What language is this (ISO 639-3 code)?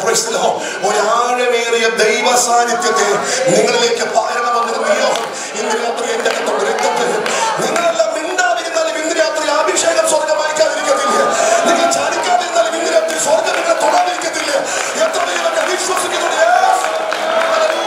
mal